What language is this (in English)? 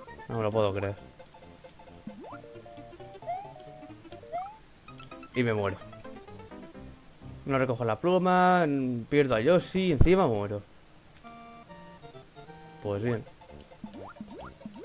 Spanish